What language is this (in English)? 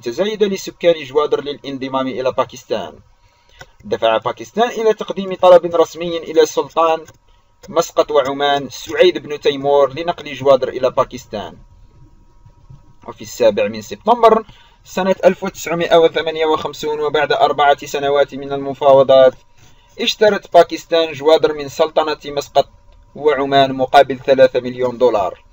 Arabic